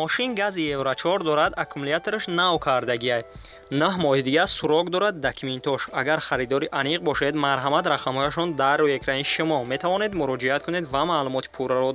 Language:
Tajik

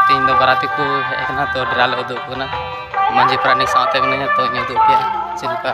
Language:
Santali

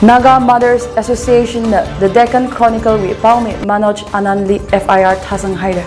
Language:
Tangkhul Naga (India)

